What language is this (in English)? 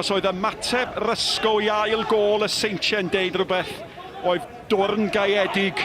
Welsh